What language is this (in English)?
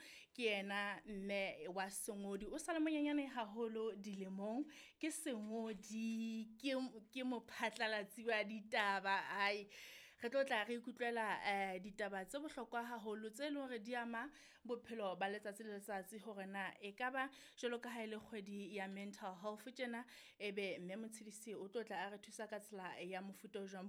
Southern Sotho